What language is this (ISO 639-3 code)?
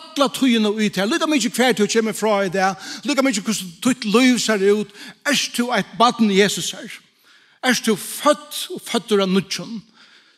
fao